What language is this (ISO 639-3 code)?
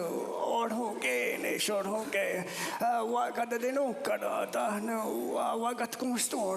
moh